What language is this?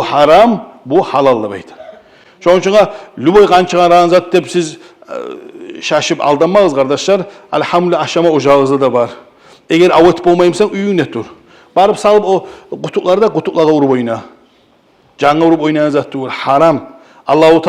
Kumyk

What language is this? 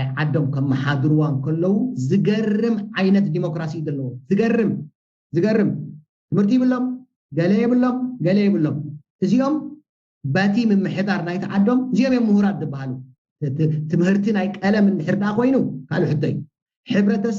Tigrinya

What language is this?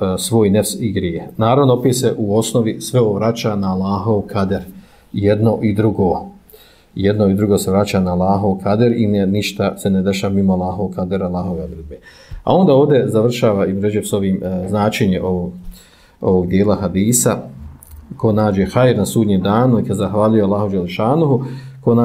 Bosnian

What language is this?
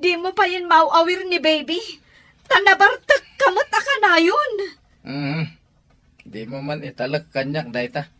Iloko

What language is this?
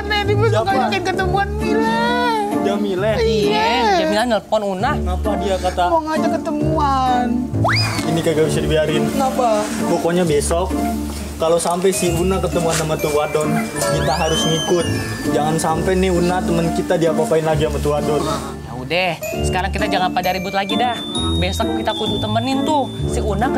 Betawi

